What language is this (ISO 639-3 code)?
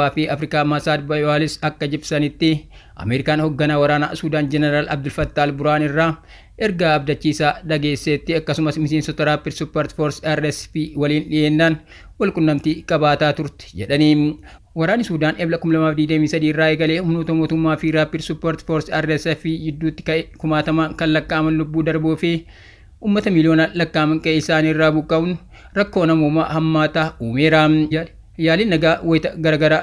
orm